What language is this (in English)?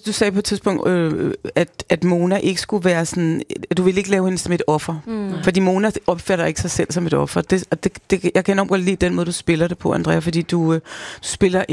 Danish